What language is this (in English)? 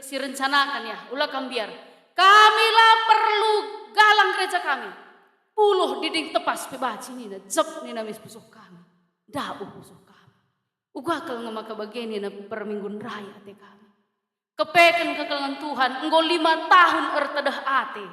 Batak Karo